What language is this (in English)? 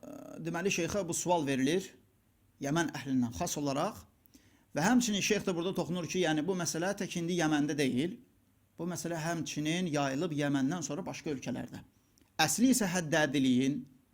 Azerbaijani